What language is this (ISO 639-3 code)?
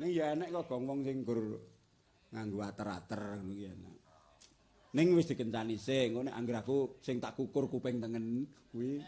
jav